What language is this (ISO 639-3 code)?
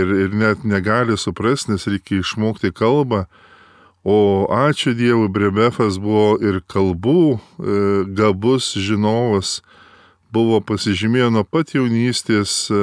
lit